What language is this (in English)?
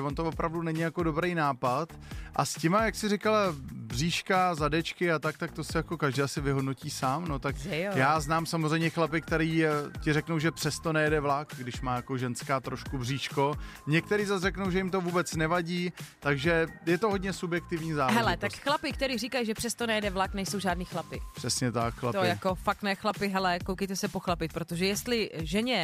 Czech